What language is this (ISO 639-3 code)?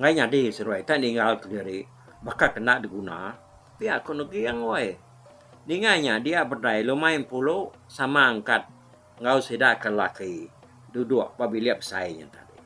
iba